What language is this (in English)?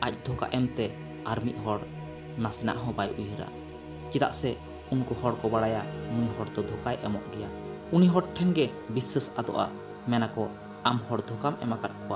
Santali